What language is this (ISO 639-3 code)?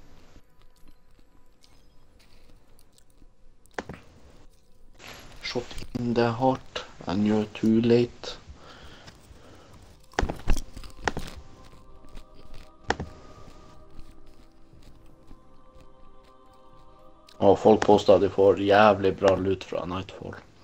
nor